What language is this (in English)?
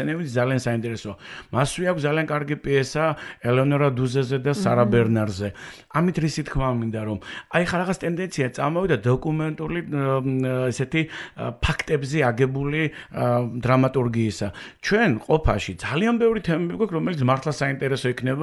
Georgian